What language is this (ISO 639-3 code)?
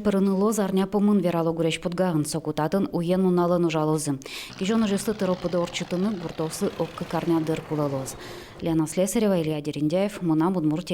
udm